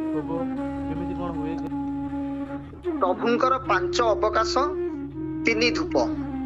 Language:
Odia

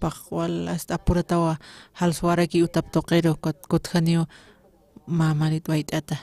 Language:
Aymara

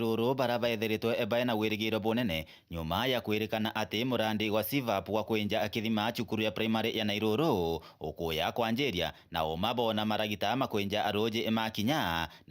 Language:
Meru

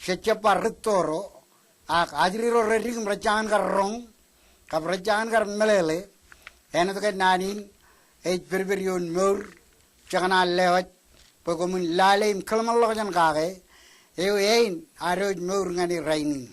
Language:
Marshallese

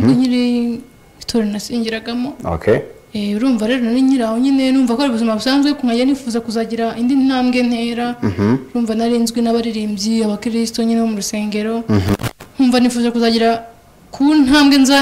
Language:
Kinyarwanda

